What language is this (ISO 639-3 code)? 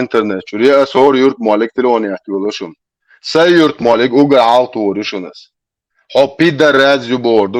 che